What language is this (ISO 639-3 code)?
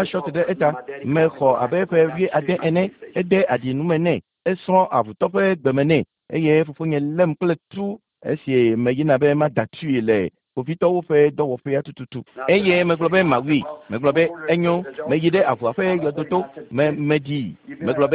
ewe